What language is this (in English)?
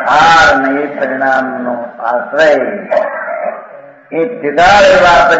Gujarati